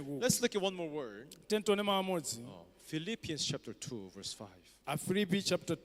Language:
Nyanja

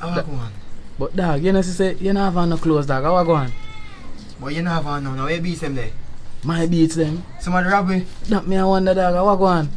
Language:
Jamaican Creole English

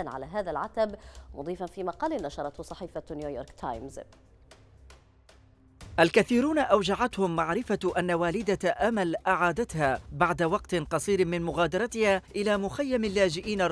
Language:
Arabic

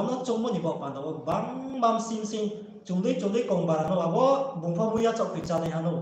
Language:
Riang (India)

